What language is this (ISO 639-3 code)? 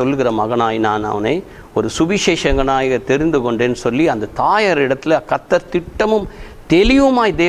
tam